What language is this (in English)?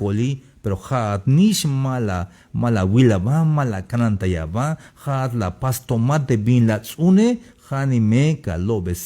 Tzeltal